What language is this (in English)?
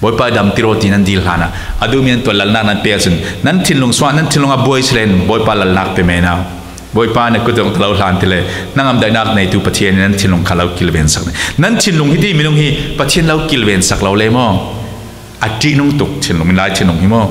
Falam Chin